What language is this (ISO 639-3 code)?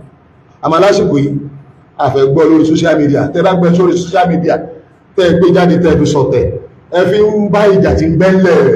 yor